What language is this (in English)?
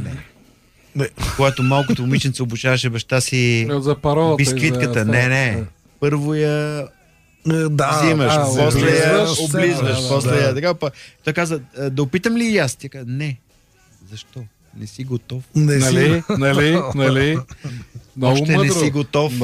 Bulgarian